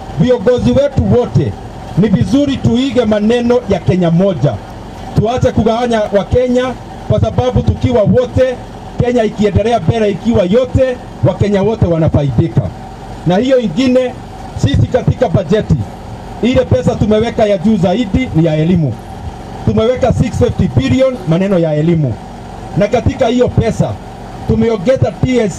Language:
Swahili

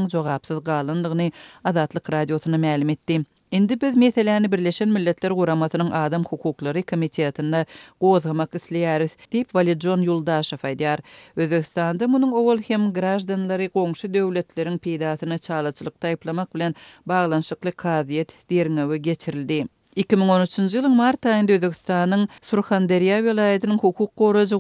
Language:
Turkmen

